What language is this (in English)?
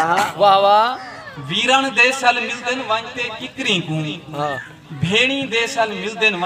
Saraiki